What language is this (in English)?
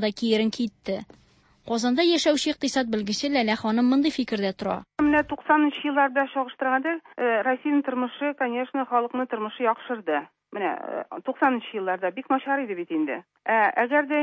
Tatar